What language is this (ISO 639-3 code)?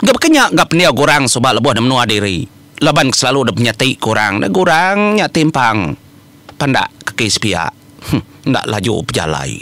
iba